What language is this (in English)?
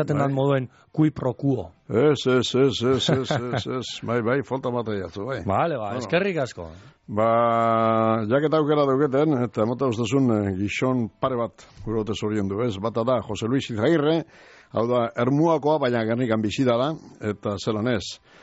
Basque